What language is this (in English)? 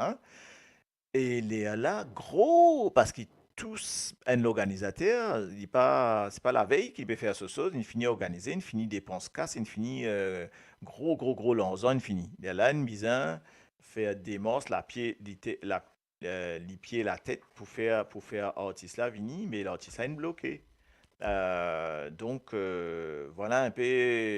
Morisyen